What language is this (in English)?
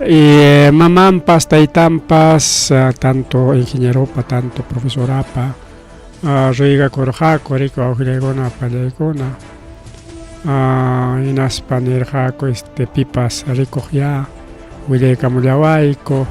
Ayacucho Quechua